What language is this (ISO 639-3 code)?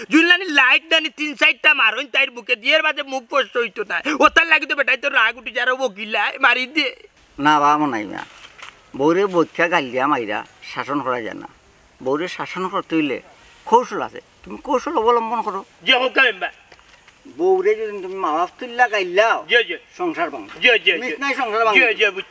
syl